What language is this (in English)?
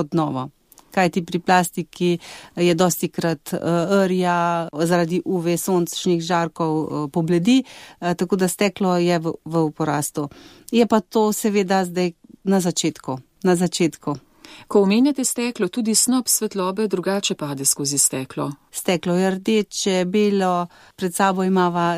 Slovenian